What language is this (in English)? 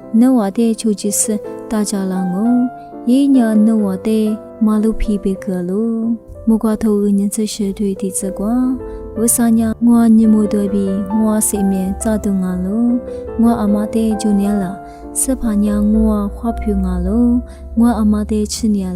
Lisu